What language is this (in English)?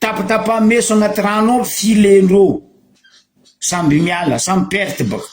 Malagasy